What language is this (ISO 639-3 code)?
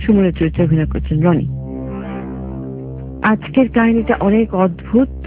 ben